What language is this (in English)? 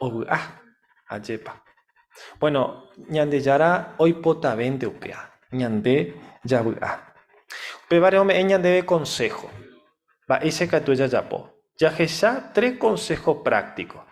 Guarani